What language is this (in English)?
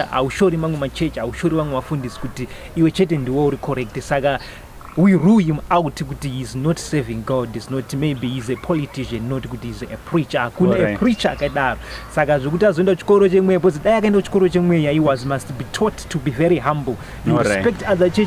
Shona